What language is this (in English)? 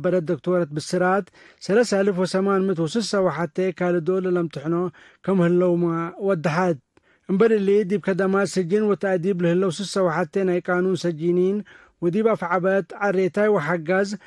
Tigre